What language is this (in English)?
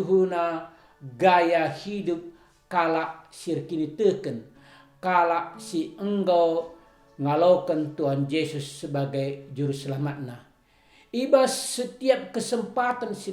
Batak Karo